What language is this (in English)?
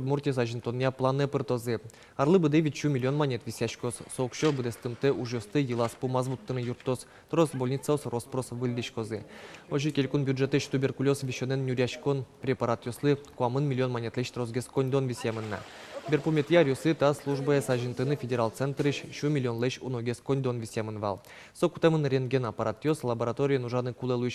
Udmurt